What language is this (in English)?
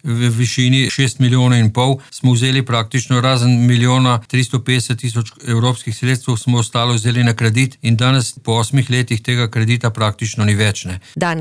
Slovenian